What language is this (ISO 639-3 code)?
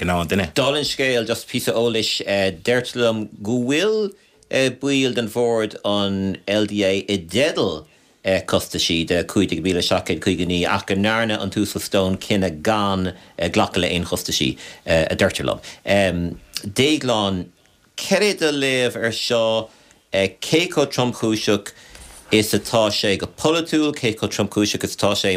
gle